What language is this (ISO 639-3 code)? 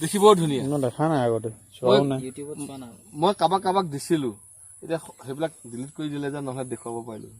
asm